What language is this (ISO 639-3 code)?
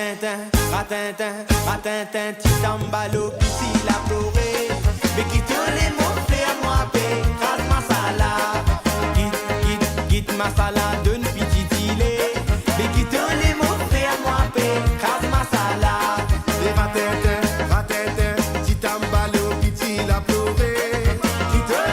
mfe